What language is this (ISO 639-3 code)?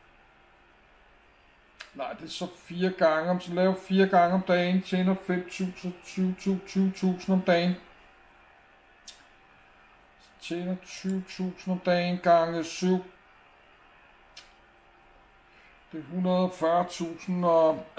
dan